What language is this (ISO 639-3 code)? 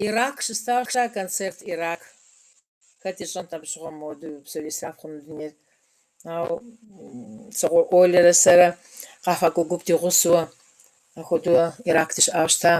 kbd